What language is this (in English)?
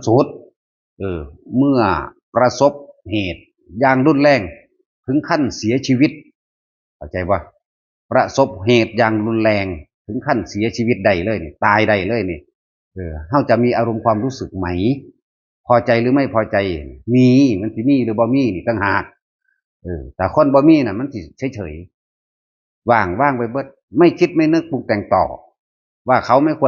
Northeastern Thai